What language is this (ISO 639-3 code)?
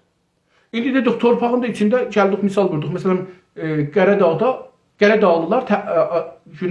azb